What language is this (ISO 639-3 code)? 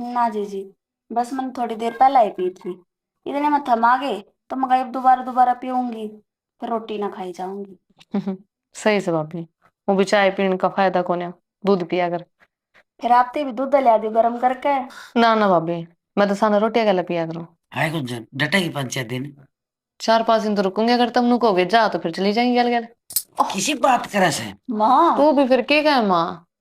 bgc